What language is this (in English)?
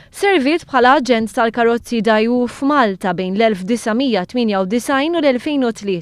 Maltese